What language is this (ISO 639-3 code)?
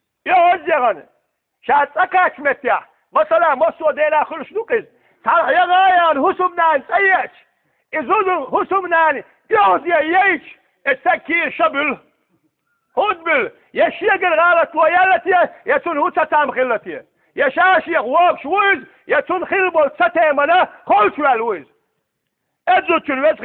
che